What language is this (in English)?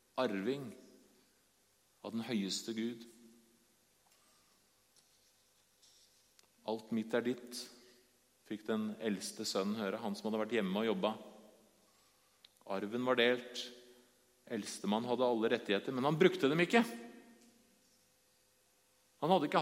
Norwegian